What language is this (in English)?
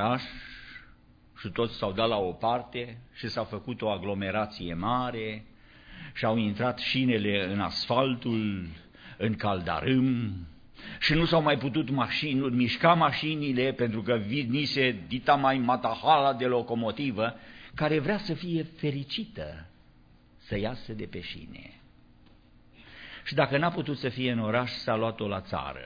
Romanian